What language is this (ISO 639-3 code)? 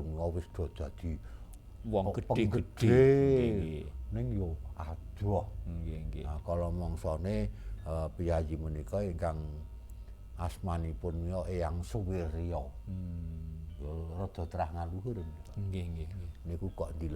jav